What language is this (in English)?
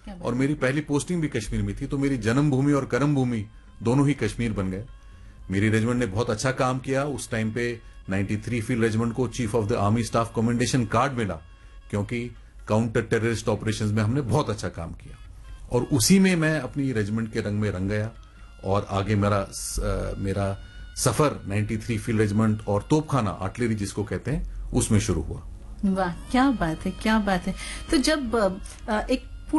Hindi